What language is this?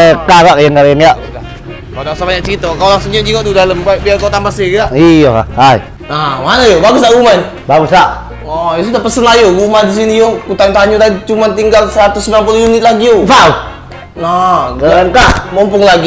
Musi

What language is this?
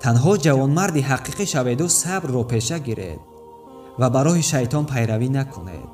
Tajik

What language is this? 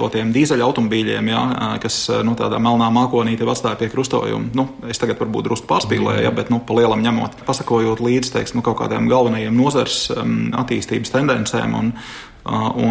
Latvian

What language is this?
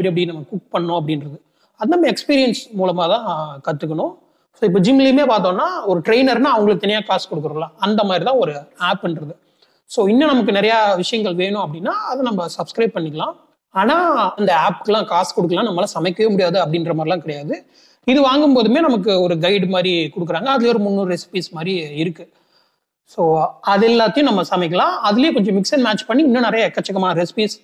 Tamil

